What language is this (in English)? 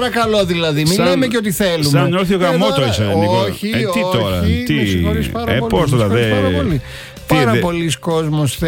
Greek